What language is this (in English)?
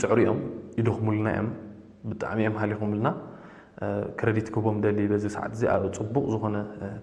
Tigrinya